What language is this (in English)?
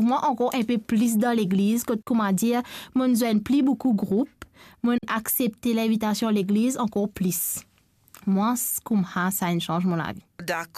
Morisyen